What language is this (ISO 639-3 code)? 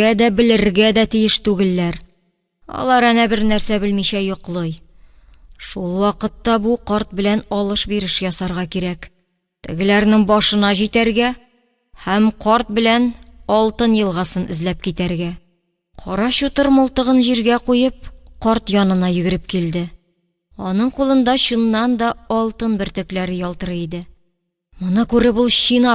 tat